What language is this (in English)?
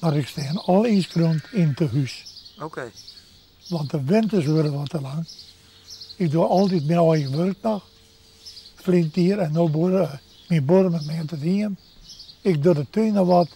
Western Frisian